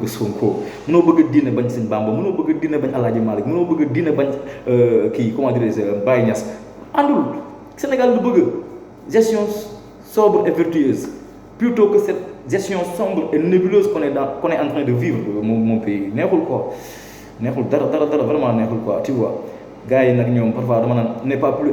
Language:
Wolof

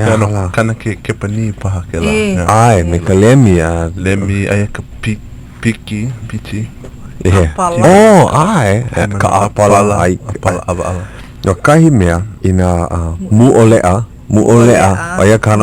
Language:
Hawaiian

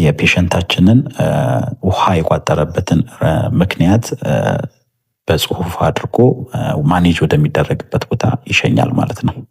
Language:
Amharic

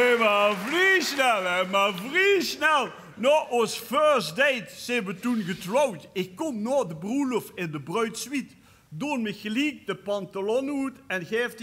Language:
Limburgish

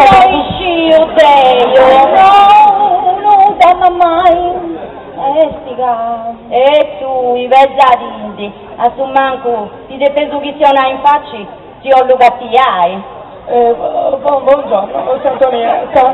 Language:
Sardinian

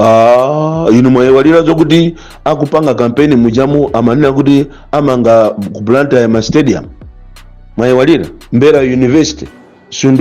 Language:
Nyanja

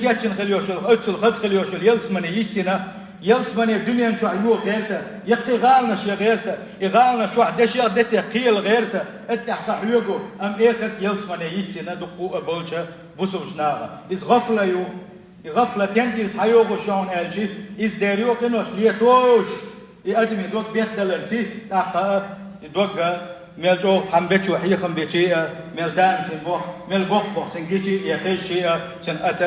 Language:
Chechen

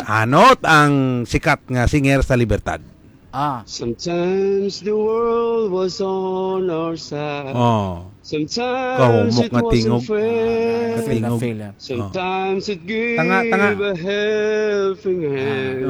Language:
Hiligaynon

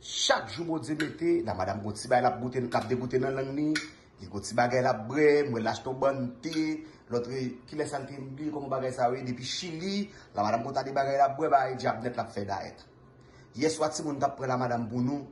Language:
Haitian Creole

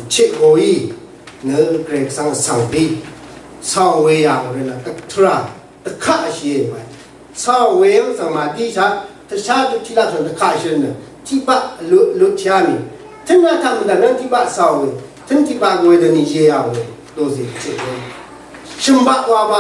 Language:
Rawang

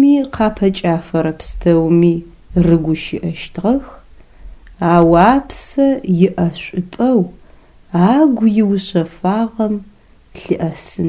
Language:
Adyghe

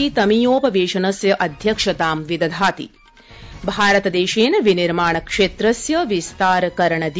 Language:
Sanskrit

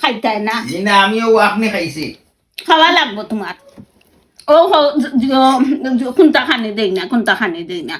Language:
Sylheti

